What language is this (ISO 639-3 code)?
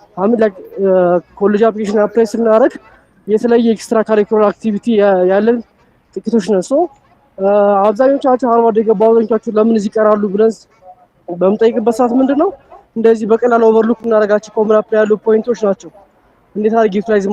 amh